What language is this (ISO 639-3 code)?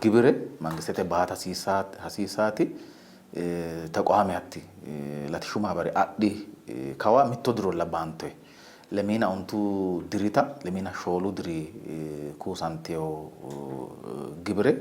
sid